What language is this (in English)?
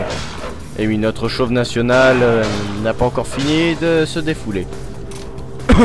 French